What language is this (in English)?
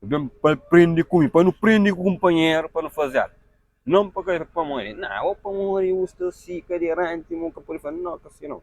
Kabuverdianu